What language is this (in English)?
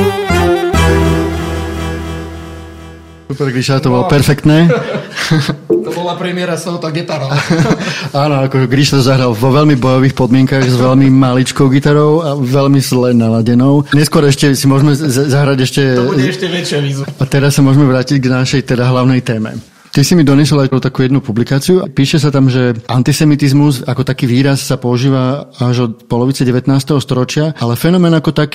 Slovak